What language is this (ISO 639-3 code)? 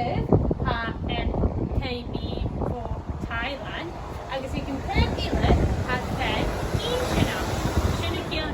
gla